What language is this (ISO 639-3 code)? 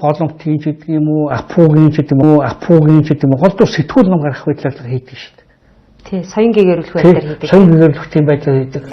mon